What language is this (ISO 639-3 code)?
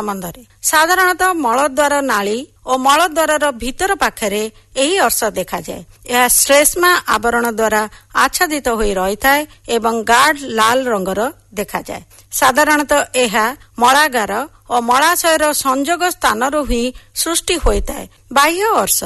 ori